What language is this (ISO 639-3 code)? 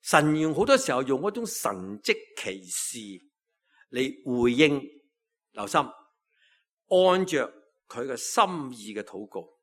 yue